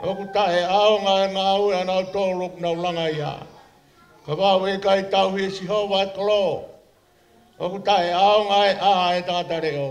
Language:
Tongan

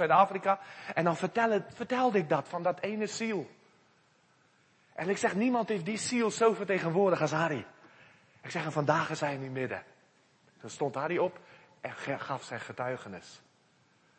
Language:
Dutch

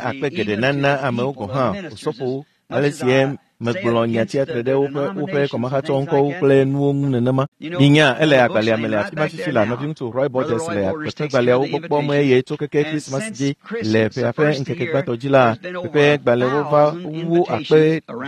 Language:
Ewe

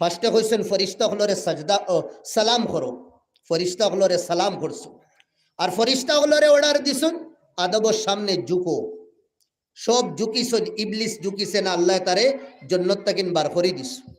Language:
Sylheti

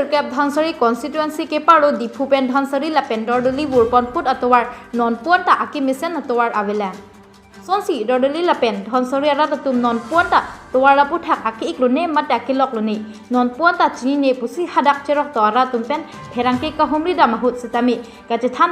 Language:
Karbi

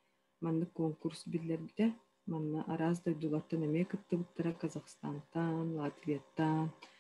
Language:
Yakut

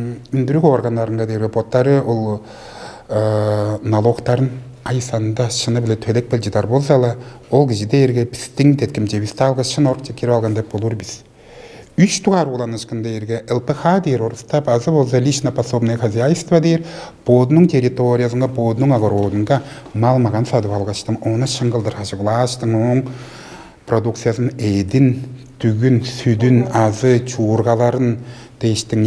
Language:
Tuvinian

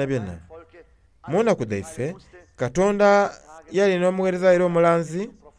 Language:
Soga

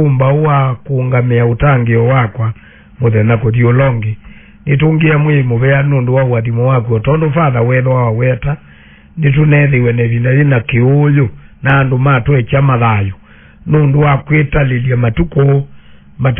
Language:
Kamba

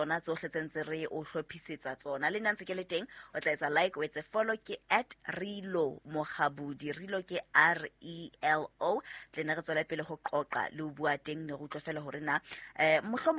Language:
Southern Sotho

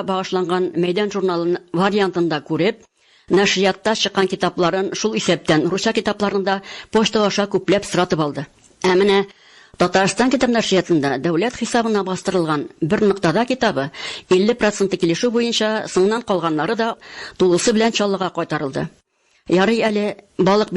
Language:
Tatar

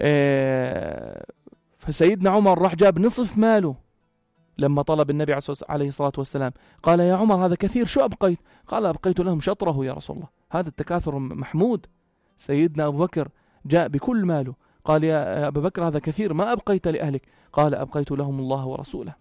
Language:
North Levantine Arabic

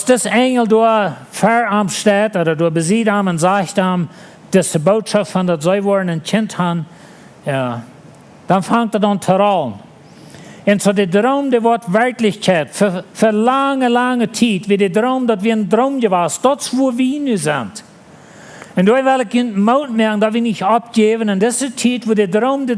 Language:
Plautdietsch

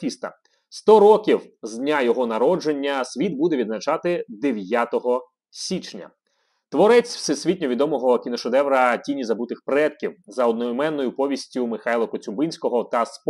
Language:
Ukrainian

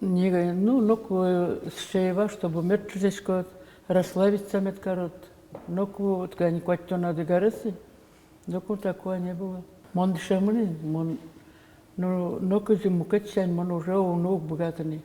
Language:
Udmurt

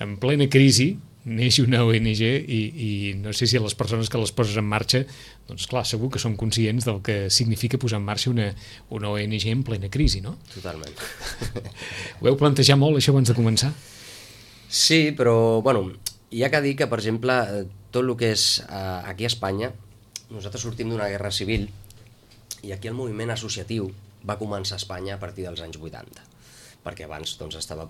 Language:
Catalan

